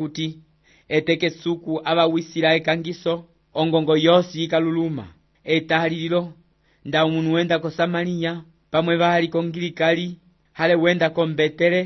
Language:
Umbundu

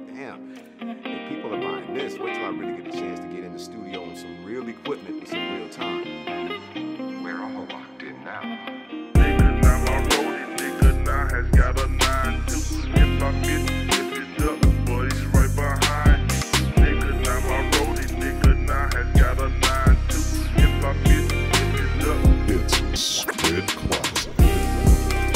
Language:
English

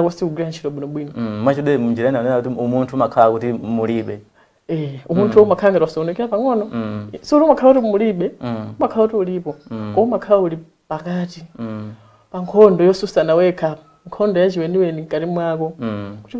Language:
Nyanja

